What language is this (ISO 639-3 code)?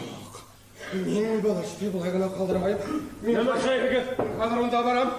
bak